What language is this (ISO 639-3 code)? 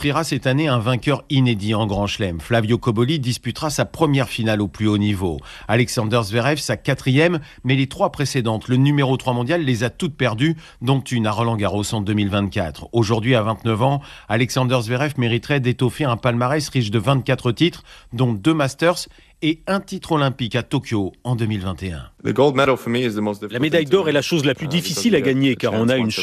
fra